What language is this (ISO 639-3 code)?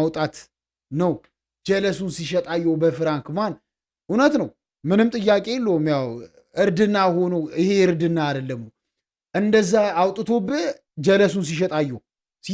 amh